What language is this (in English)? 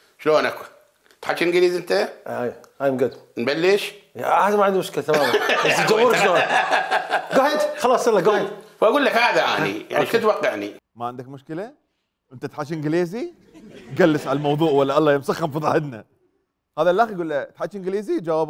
Mesopotamian Arabic